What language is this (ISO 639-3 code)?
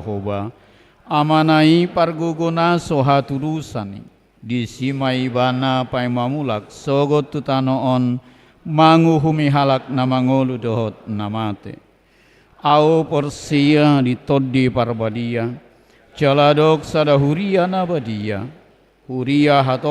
bbc